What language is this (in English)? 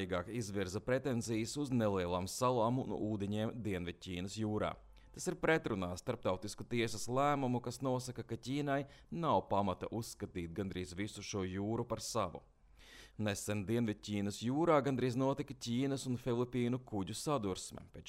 Latvian